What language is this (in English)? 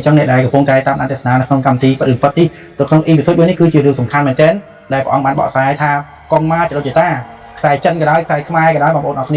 Khmer